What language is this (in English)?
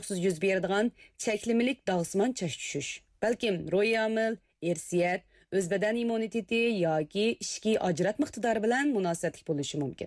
Uyghur